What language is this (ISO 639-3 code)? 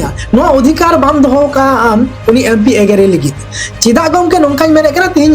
sat